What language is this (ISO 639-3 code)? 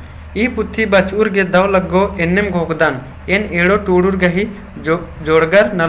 kru